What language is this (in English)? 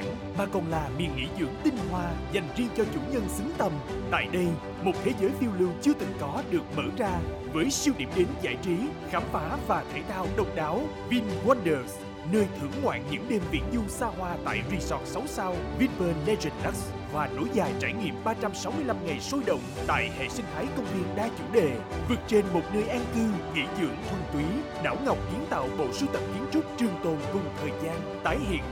Vietnamese